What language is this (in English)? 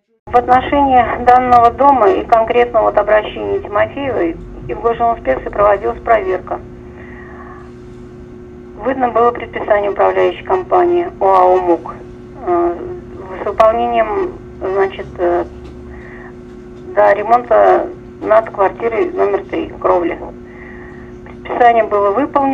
Russian